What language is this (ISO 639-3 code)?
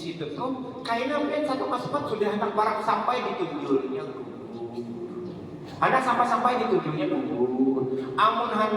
bjn